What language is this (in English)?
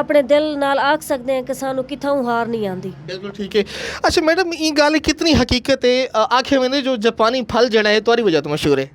Saraiki